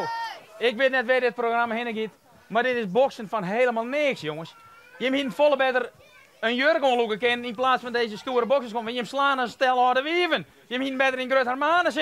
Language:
Western Frisian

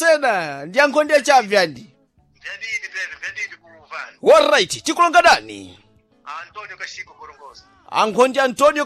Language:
Sena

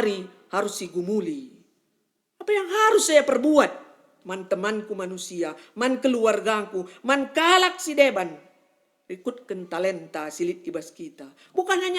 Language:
Batak Karo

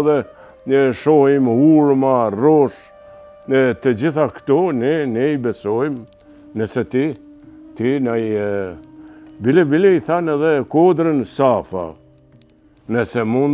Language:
Albanian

